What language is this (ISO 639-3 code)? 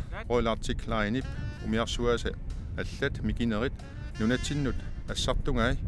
kal